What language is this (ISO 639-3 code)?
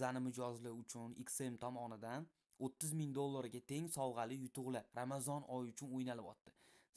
uzb